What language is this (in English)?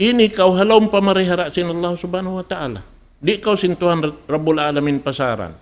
Tausug